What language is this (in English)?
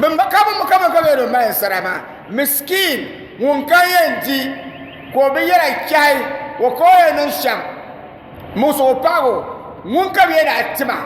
Dagbani